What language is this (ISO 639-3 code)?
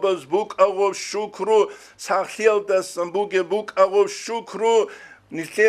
ava